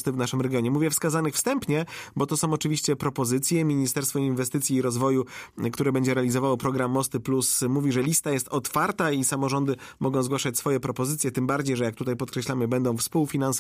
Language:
Polish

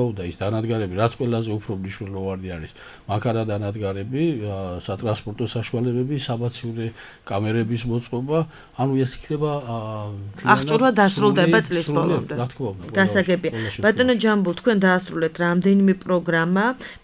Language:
Georgian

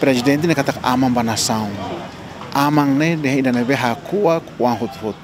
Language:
Tetum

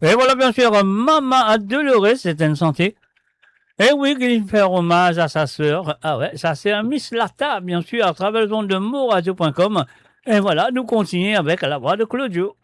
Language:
Morisyen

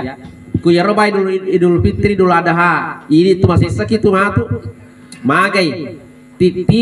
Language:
Buginese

